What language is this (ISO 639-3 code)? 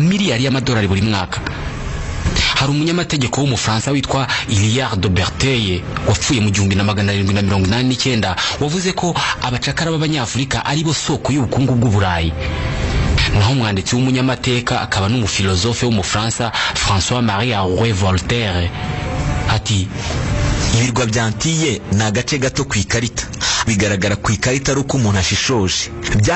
kin